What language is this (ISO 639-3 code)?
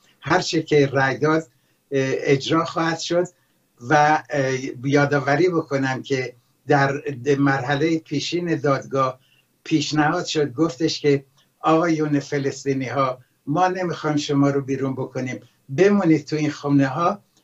fas